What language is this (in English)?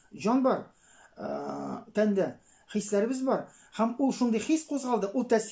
Tatar